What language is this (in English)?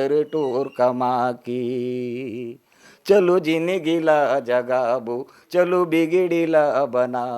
Chhattisgarhi